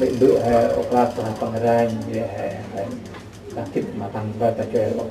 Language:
Central Mnong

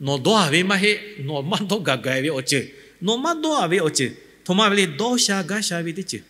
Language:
Lahu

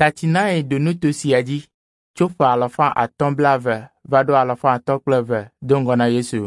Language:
Ewe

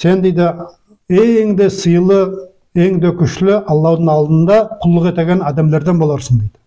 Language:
Nogai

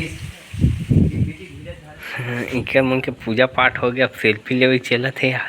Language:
Chhattisgarhi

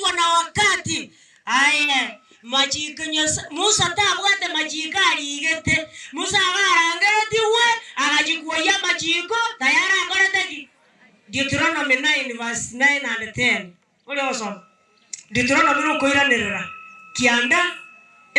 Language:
Gusii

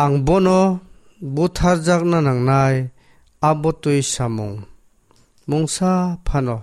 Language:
Kok Borok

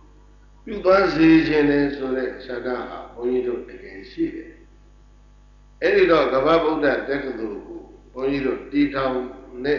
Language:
Burmese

